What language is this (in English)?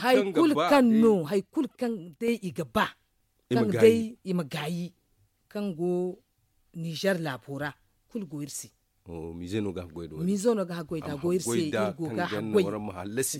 Zarma